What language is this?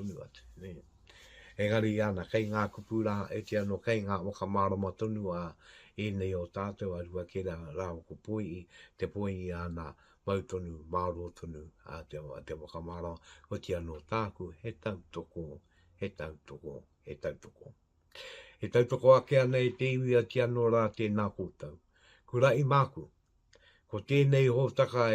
Māori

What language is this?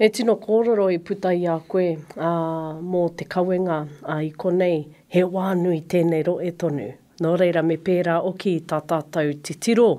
Māori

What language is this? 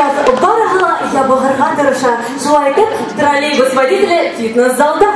Bashkir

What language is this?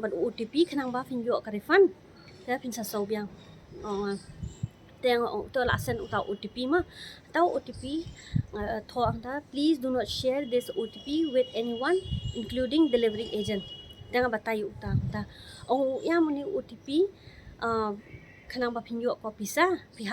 Khasi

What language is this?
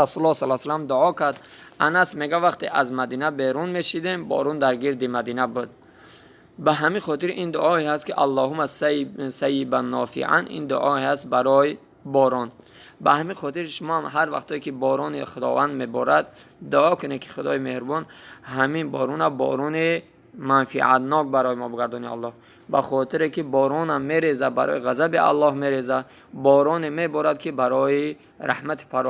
Tajik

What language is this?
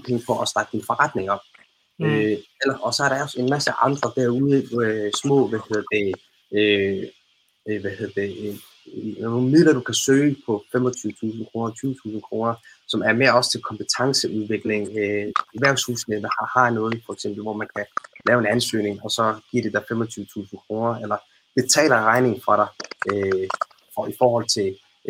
Danish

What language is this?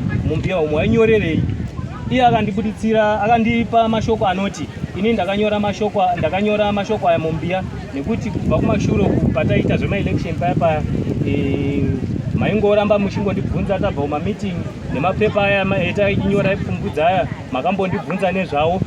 Shona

